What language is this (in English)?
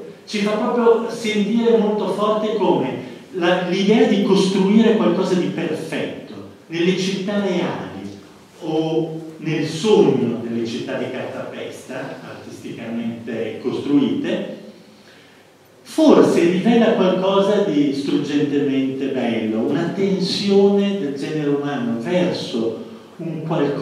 Italian